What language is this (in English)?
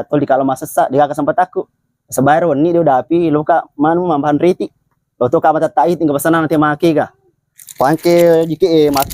Buginese